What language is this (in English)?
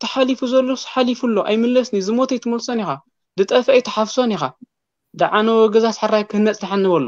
Tigrinya